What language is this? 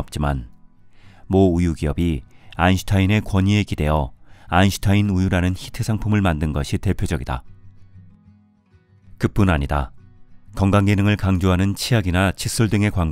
Korean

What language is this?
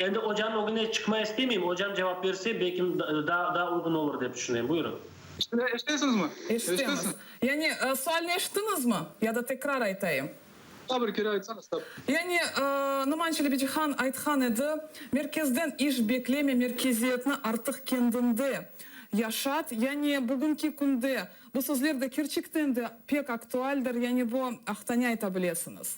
Crimean Tatar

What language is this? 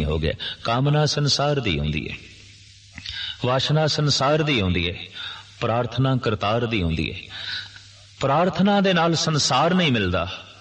Punjabi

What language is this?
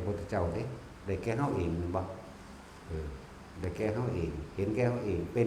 Northeastern Thai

